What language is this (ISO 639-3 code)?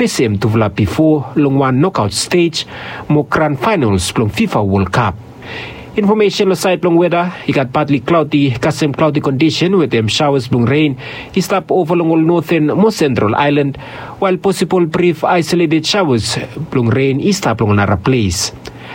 bis